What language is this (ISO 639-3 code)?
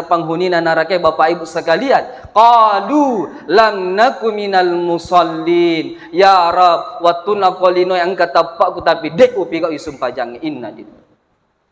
bug